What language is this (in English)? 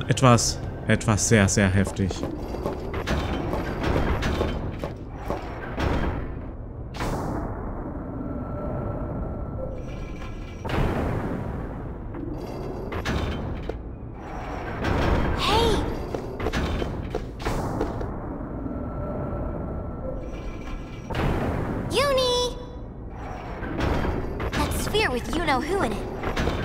German